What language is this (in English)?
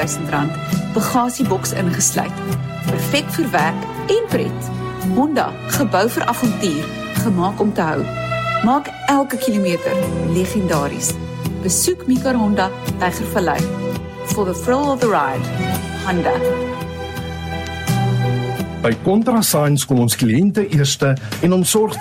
Afrikaans